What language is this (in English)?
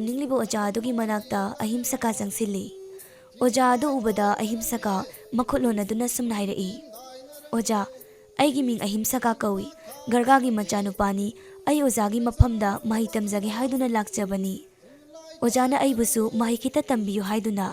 Manipuri